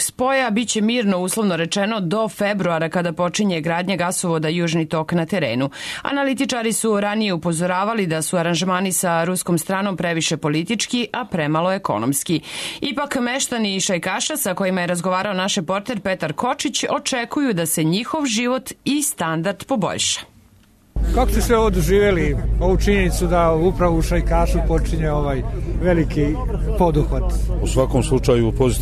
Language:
Serbian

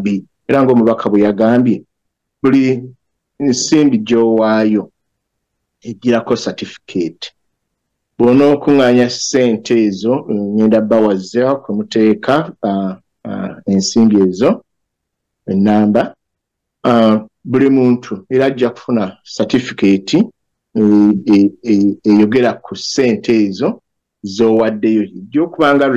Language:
Ganda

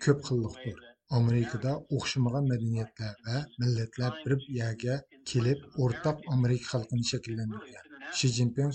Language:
Uyghur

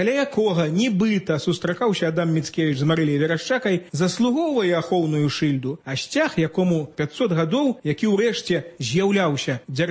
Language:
Belarusian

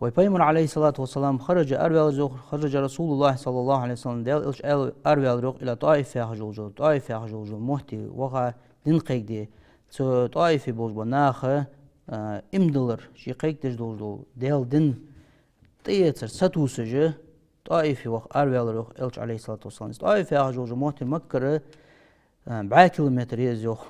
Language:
Ingush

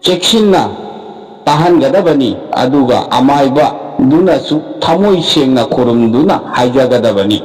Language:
Manipuri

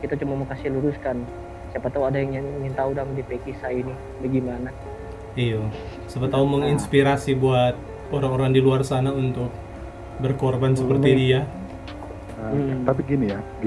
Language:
Manado Malay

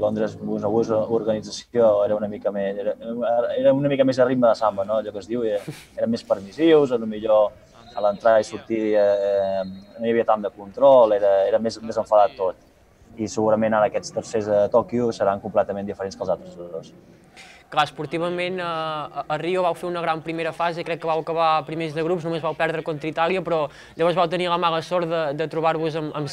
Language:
Catalan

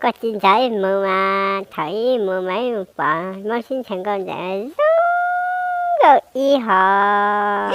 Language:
Hmong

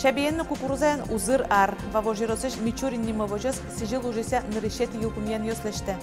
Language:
Udmurt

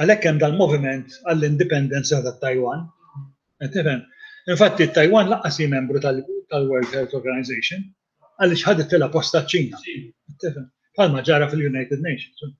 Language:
Maltese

